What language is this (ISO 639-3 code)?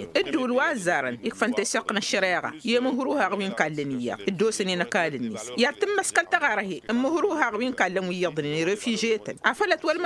taq